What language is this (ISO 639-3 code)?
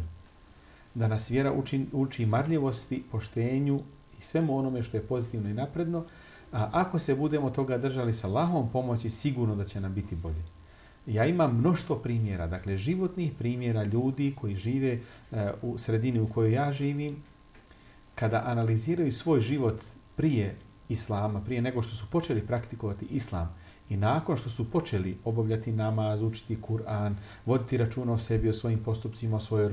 bos